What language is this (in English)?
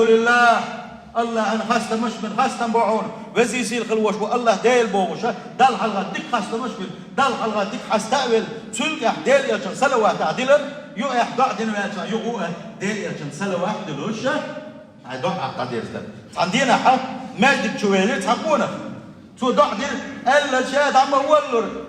Chechen